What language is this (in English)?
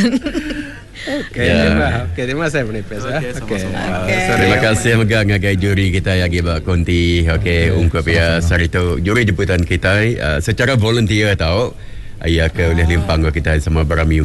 Iban